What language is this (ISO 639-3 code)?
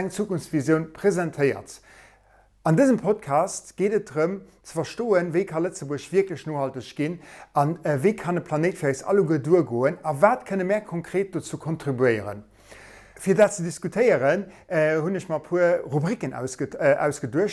ltz